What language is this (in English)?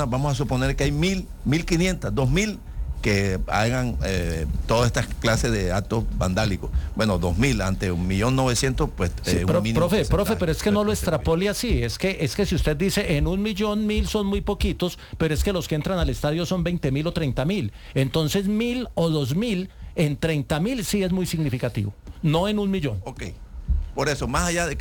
Spanish